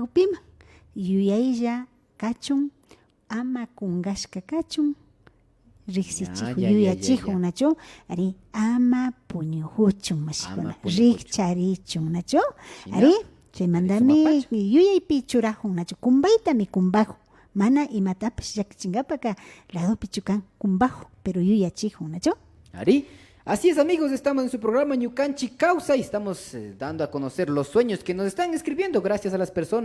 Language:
Imbabura Highland Quichua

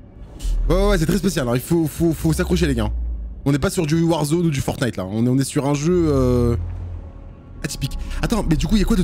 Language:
French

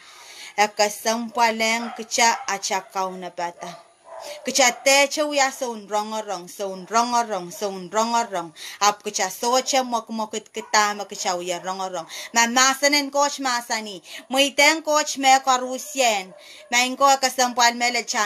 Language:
Pohnpeian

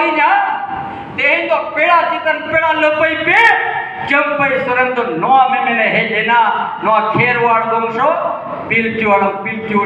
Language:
Santali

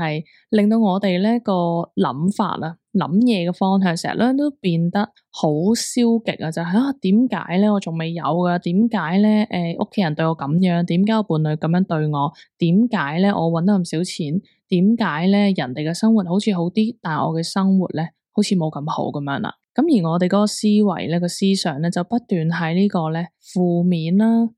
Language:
Cantonese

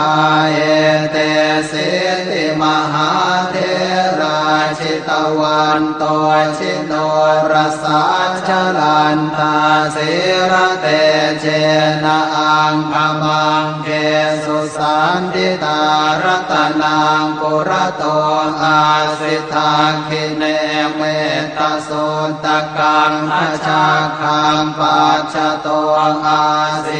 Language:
Pali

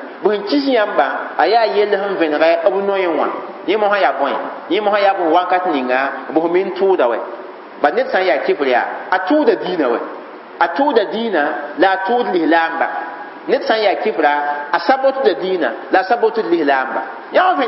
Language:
Mossi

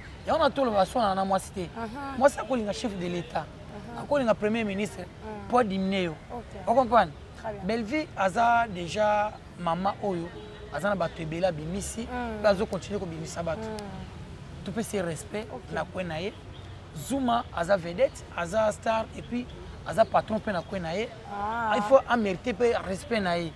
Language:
Lingala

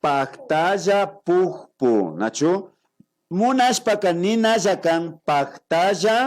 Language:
Imbabura Highland Quichua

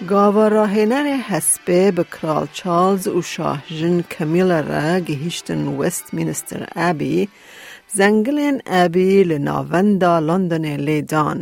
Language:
Kurdish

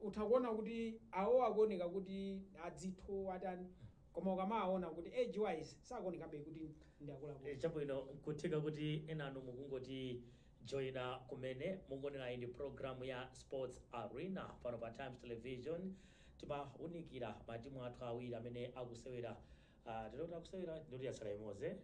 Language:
Nyanja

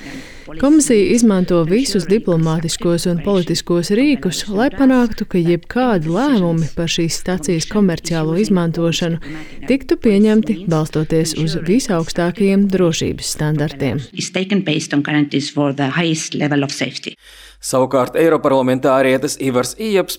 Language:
Latvian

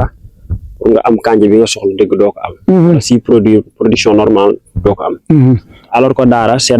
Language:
Wolof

